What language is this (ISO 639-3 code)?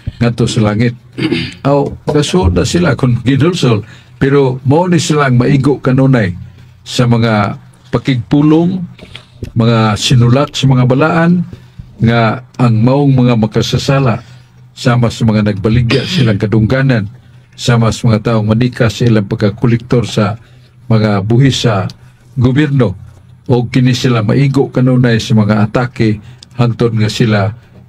ceb